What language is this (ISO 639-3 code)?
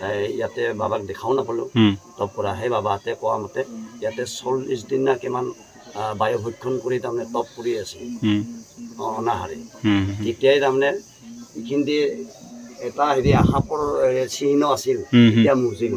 asm